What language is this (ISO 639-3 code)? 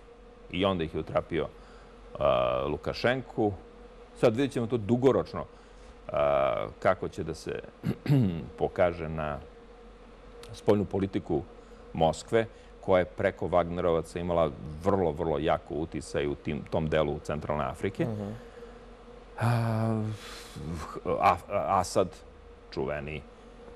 srp